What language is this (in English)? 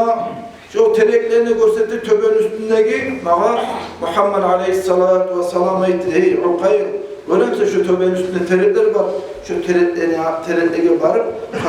Kumyk